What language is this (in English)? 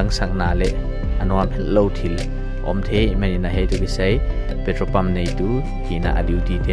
Paite Chin